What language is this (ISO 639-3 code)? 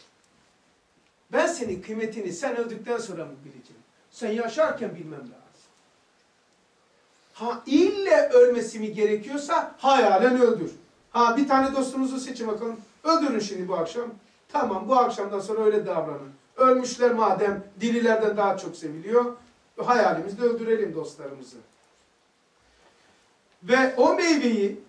tur